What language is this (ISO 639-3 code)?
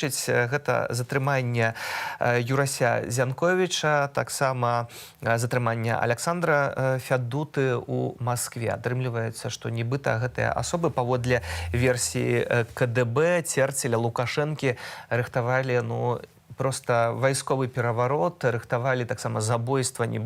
bel